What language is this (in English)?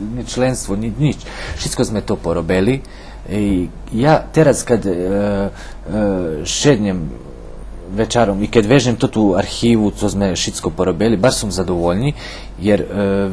Rusyn